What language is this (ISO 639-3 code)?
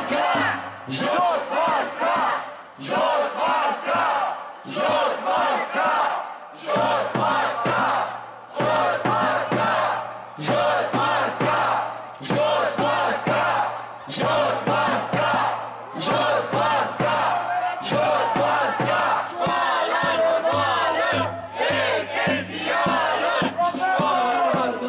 ron